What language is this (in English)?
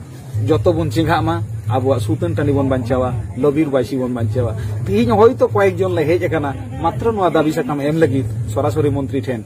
Santali